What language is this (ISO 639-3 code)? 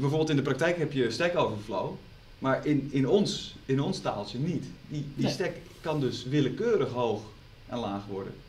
nld